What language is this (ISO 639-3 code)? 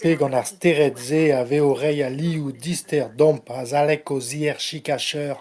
bre